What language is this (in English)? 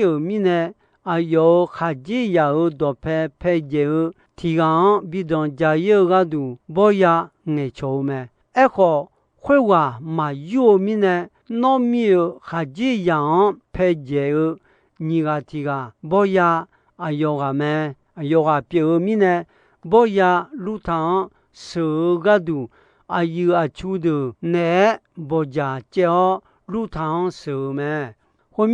Akha